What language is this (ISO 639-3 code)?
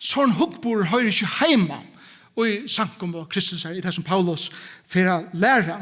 fao